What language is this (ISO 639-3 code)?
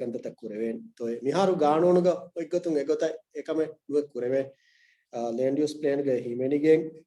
div